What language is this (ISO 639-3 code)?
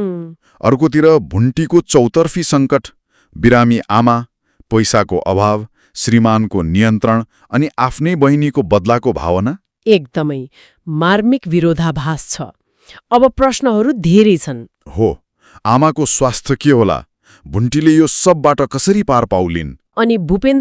nep